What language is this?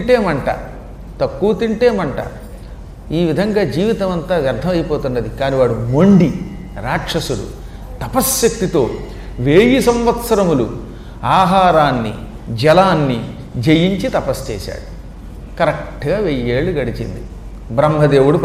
Telugu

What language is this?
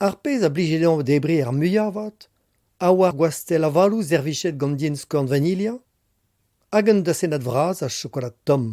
Breton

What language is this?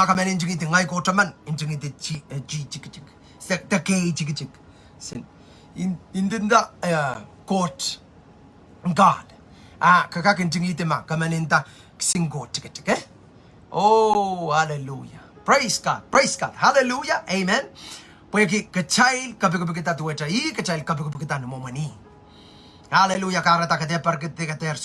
Pohnpeian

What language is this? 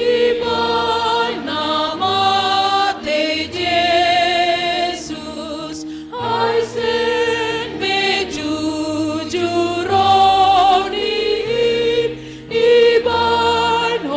Batak Simalungun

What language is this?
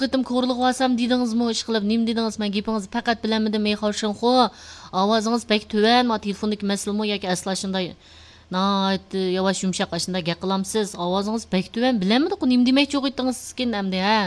Uyghur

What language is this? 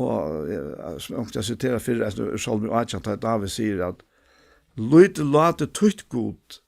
Faroese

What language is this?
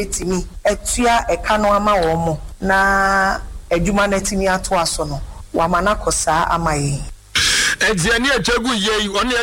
Akan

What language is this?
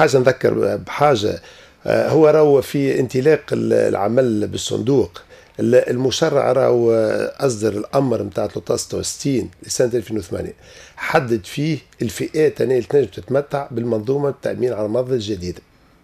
Tunisian Arabic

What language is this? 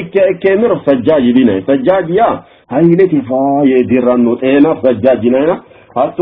Sidamo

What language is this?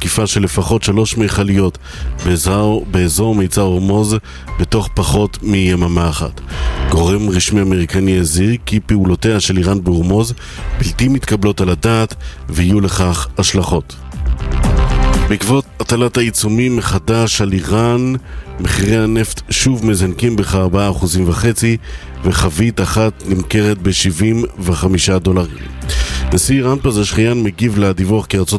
Hebrew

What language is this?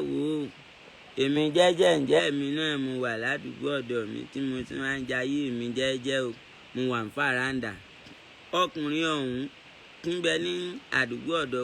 Yoruba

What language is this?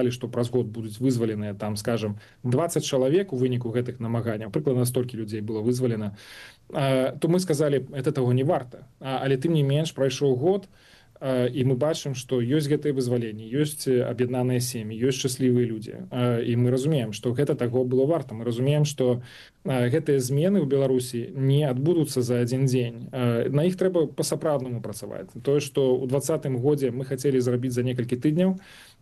Belarusian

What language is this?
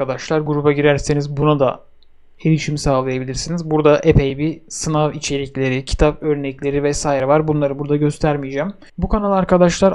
Turkish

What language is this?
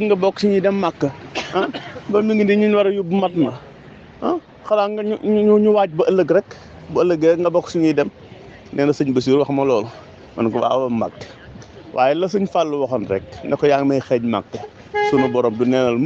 Wolof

